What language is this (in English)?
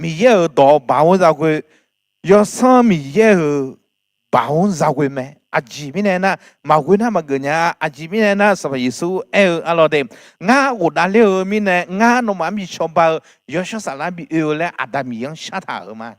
Akha